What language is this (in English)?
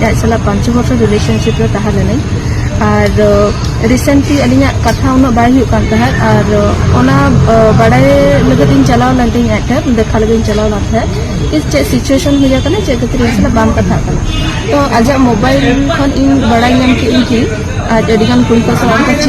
Santali